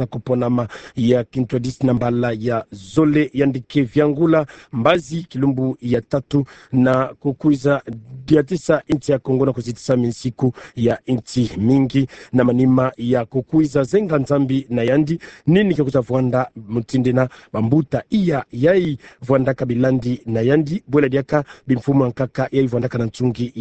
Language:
Kituba (Democratic Republic of Congo)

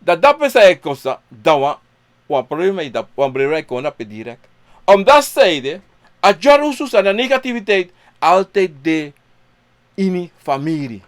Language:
Sranan Tongo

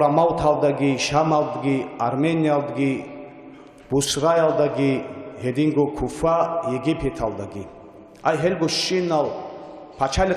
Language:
Avaric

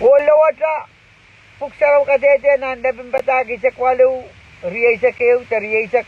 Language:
Pohnpeian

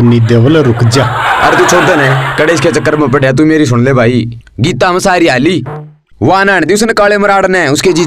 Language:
Haryanvi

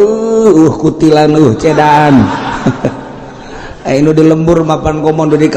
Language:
Sundanese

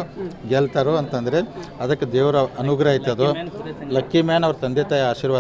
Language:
Kannada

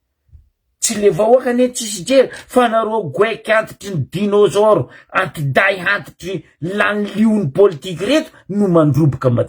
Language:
Malagasy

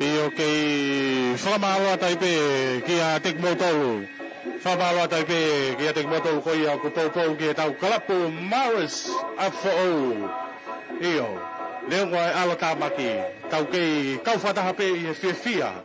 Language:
Tongan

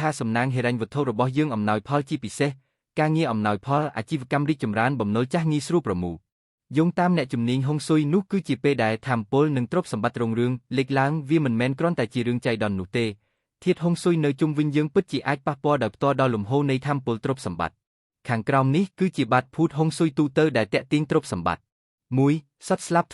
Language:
Khmer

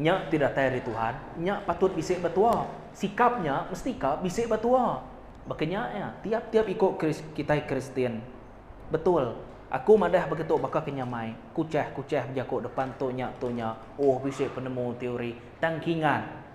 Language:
Iban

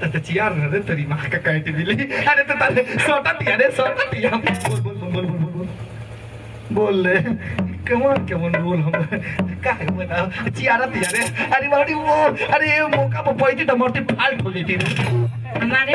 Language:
Bhojpuri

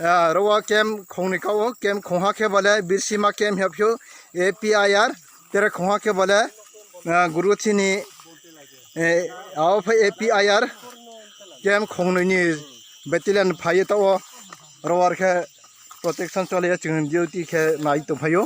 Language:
Riang (India)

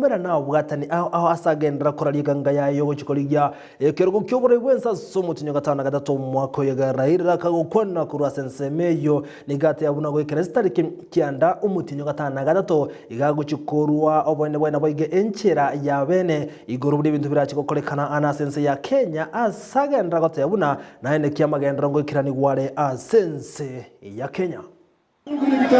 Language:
Gusii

